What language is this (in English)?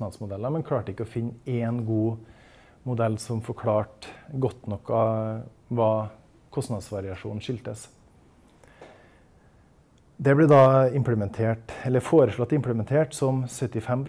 Norwegian